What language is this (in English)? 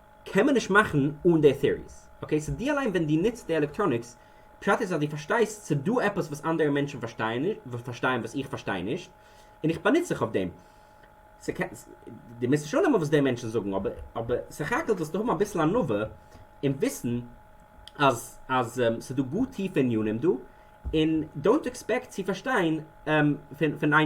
Yiddish